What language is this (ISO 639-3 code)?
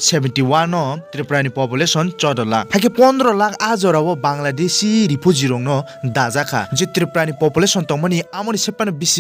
trp